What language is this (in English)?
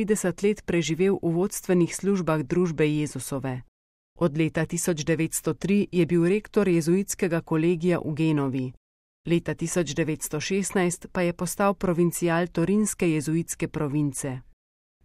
Slovenian